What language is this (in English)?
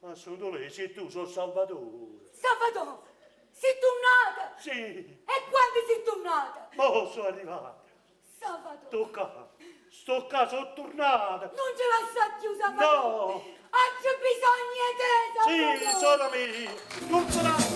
Neapolitan